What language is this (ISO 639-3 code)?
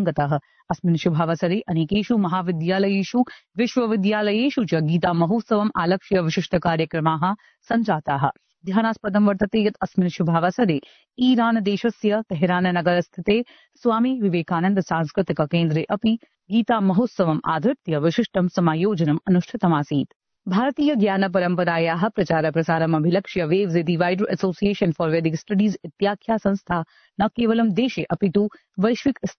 san